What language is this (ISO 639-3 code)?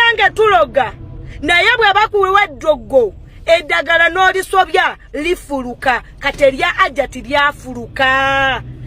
lug